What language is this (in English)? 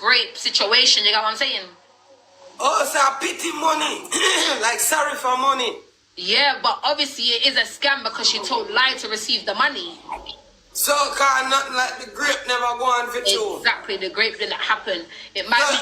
Jamaican Creole English